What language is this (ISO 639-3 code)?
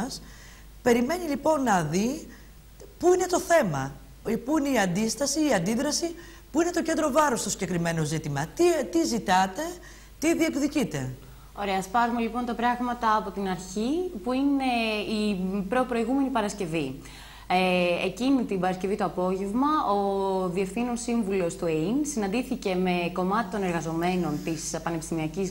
ell